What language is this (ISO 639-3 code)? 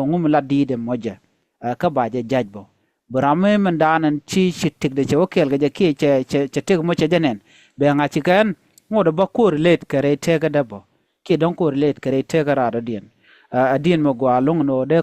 nus